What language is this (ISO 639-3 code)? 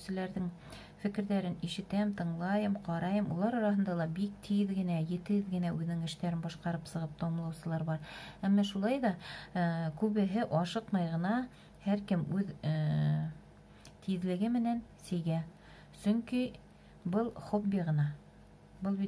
bak